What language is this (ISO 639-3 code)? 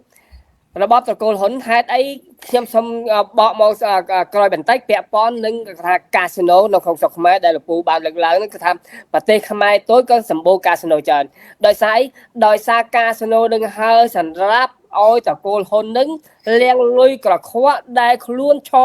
khm